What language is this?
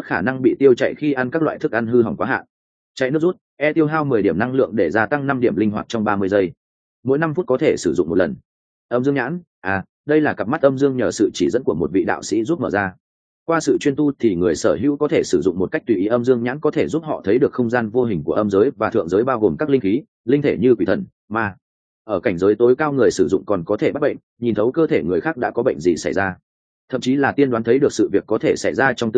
Vietnamese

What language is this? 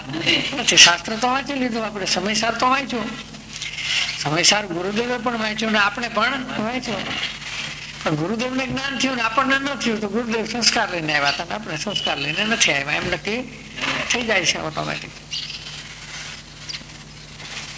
Gujarati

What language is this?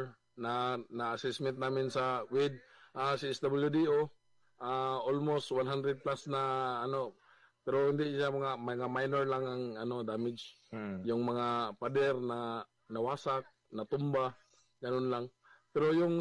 Filipino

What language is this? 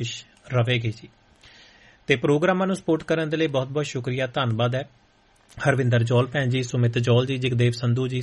Punjabi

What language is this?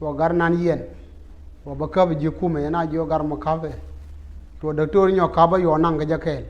Nuer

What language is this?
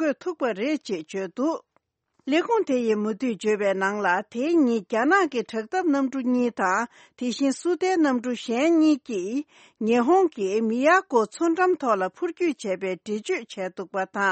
Tibetan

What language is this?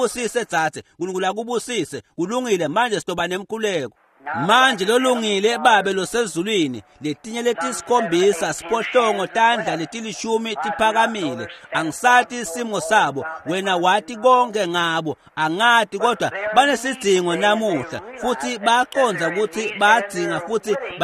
Swati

